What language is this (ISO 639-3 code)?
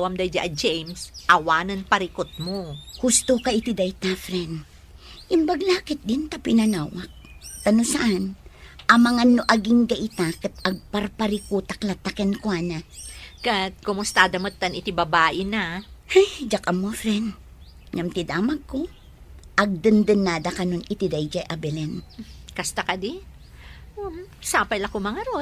ilo